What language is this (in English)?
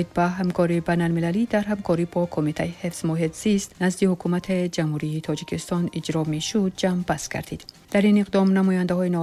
Tajik